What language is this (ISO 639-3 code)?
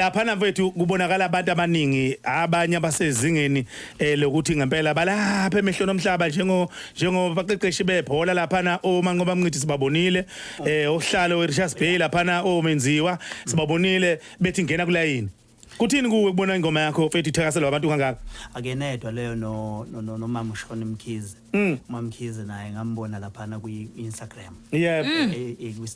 zul